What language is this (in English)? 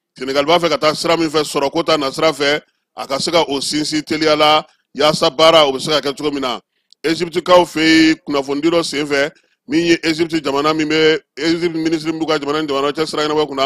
Bambara